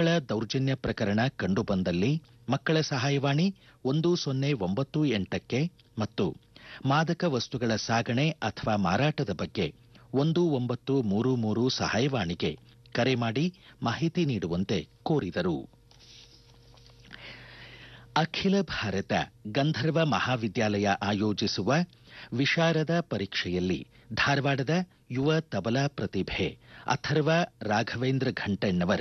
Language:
Kannada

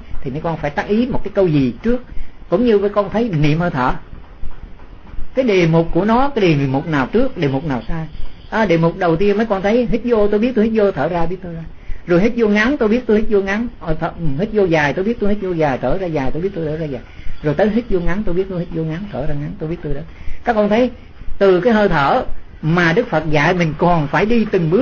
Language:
Vietnamese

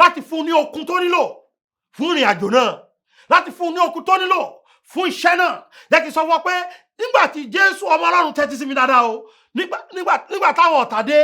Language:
Yoruba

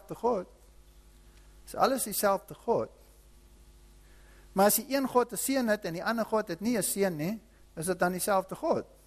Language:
Afrikaans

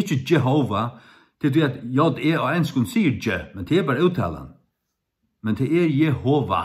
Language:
Faroese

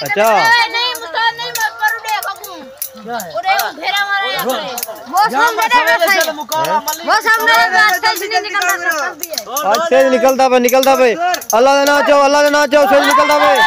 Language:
Saraiki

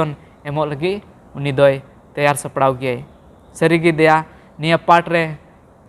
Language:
Santali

